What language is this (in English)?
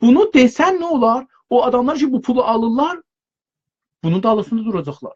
South Azerbaijani